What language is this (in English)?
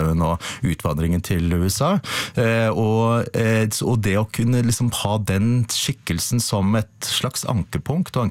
Norwegian